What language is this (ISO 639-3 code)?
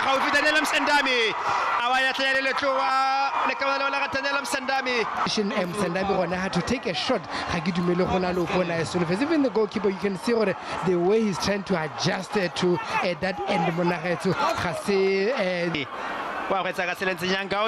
tsn